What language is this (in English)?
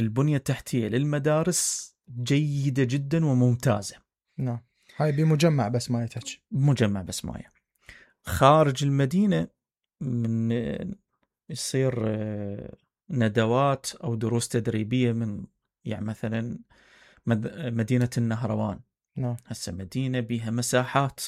Mesopotamian Arabic